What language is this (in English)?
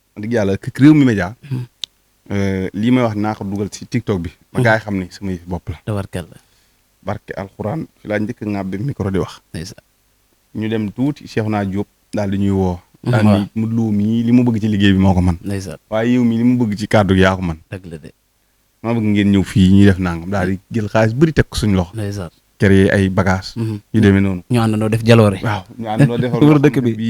Wolof